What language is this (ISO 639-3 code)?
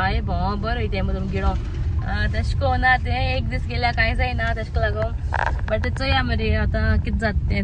kok